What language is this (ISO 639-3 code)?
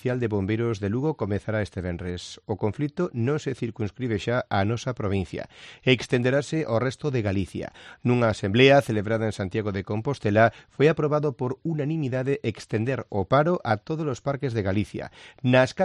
glg